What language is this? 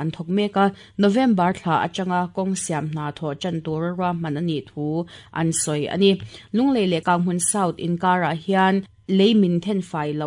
Mizo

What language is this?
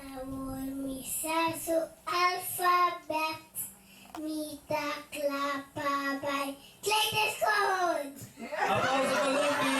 Papiamento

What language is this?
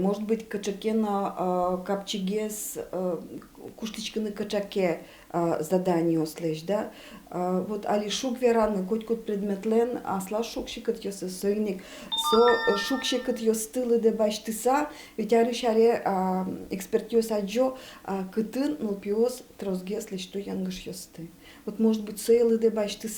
Udmurt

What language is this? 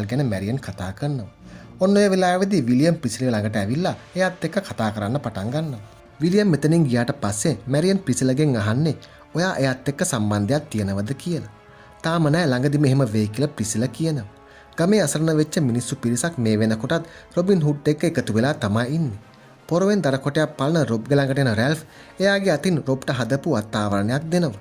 Sinhala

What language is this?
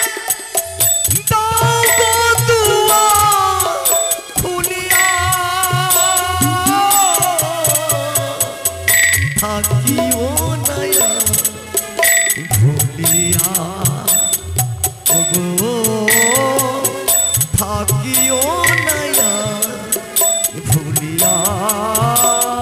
Bangla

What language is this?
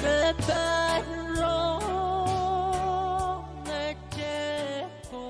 Pohnpeian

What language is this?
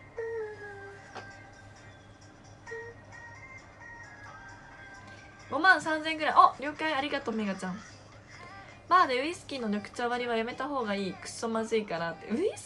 Japanese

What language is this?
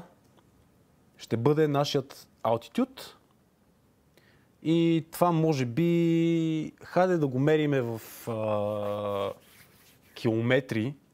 Bulgarian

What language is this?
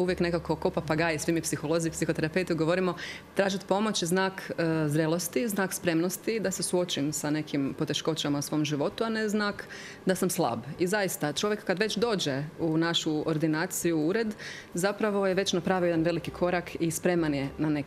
Croatian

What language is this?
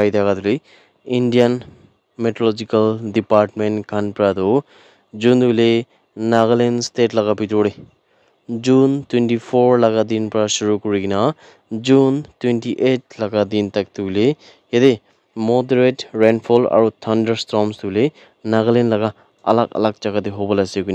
Naga Pidgin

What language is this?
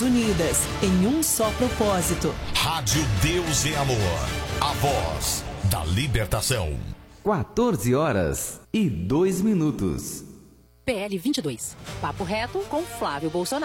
Portuguese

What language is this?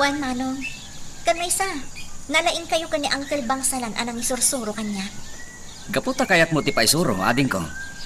Iloko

